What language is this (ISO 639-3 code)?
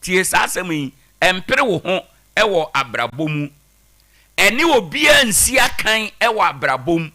aka